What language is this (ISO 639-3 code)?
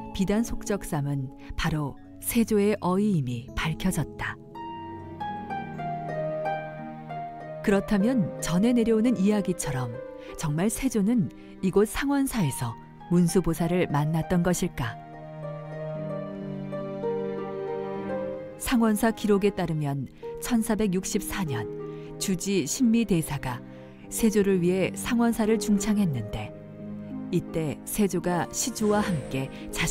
kor